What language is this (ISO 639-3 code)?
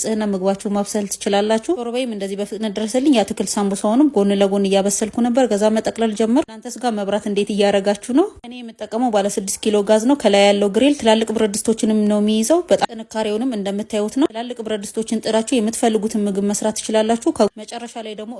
amh